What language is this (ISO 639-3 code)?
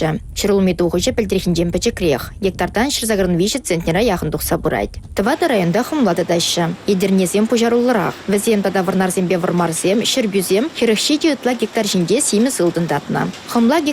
chv